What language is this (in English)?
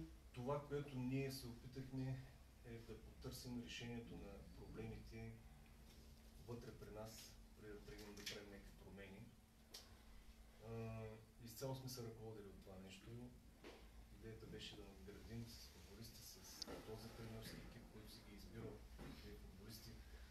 Bulgarian